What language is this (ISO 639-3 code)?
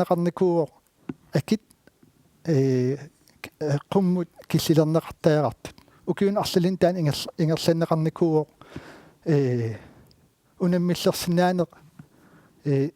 kal